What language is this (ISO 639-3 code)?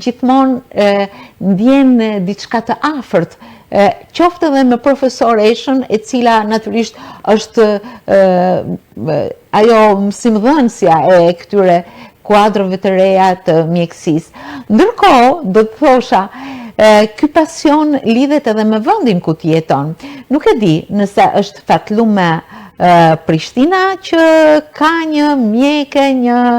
sqi